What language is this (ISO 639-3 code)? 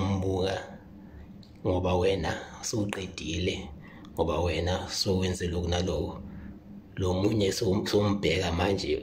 zul